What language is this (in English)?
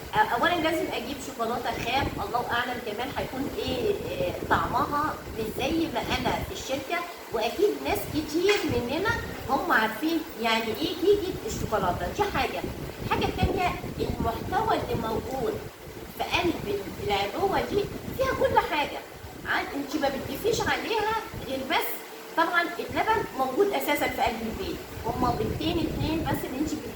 Egyptian Arabic